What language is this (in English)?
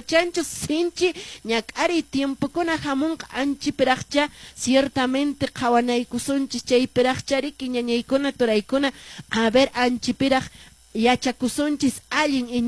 Quechua